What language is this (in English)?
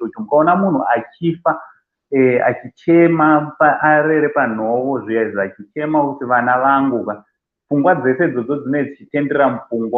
Shona